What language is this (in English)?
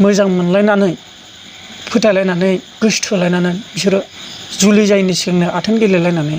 Bodo